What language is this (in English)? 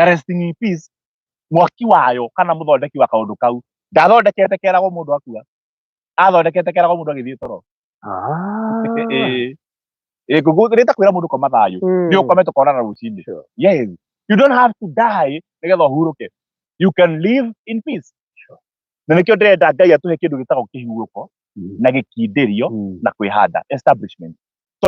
Kikuyu